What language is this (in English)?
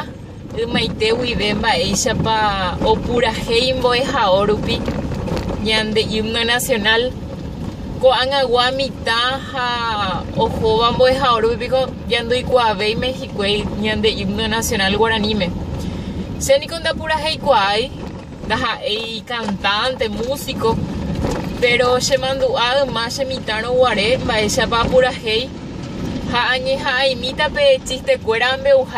Guarani